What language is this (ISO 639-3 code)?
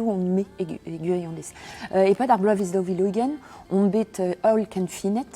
bre